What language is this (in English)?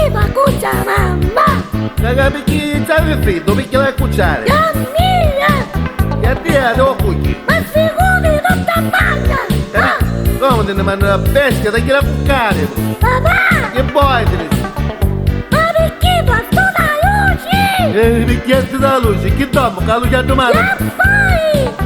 Neapolitan